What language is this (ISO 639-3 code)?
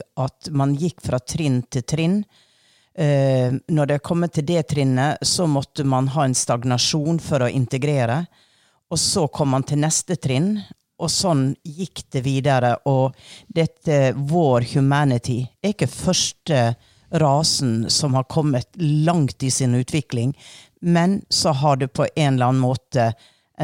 nor